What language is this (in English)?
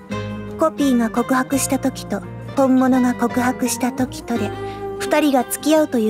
Japanese